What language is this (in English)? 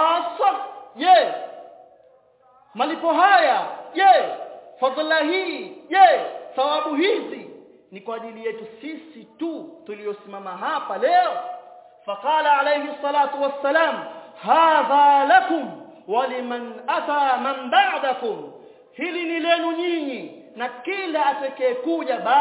Swahili